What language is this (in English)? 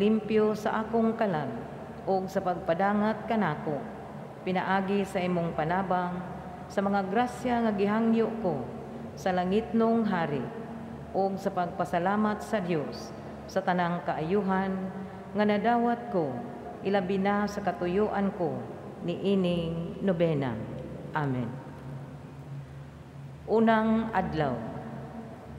Cebuano